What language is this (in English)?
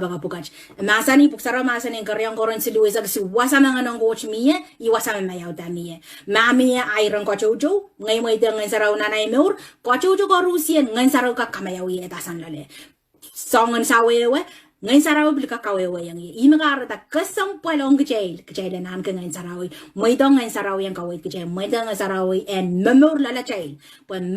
Pohnpeian